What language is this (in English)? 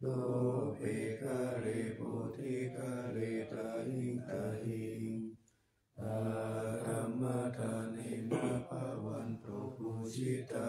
Pali